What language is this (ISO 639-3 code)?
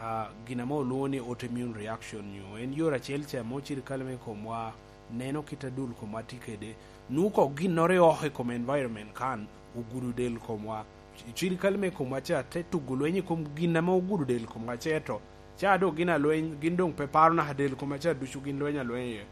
laj